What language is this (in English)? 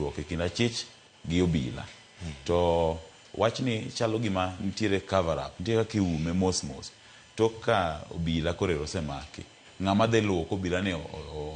Luo (Kenya and Tanzania)